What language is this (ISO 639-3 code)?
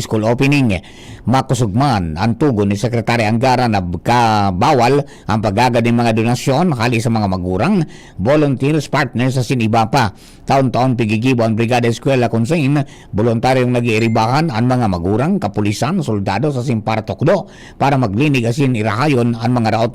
bik